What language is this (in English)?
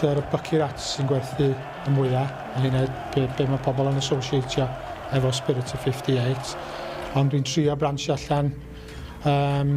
Welsh